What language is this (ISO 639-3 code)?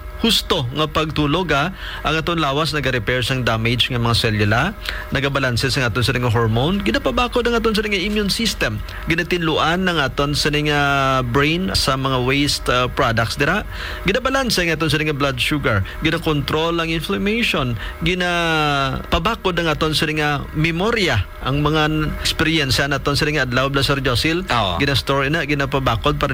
hil